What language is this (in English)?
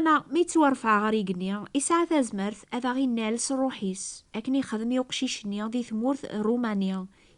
Kabyle